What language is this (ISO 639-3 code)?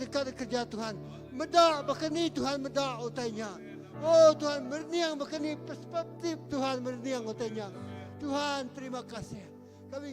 iba